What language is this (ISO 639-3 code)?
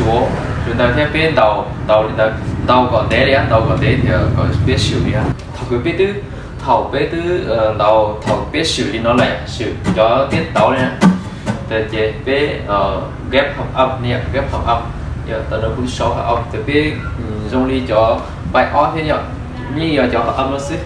hmn